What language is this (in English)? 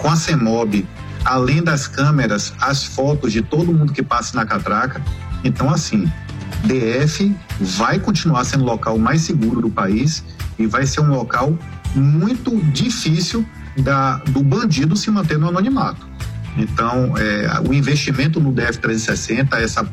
Portuguese